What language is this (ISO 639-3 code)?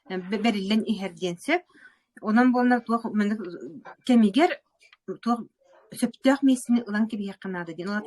sah